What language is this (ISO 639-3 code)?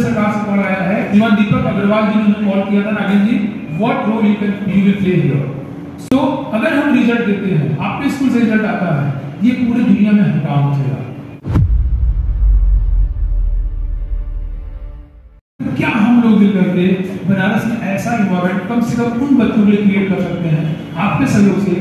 hin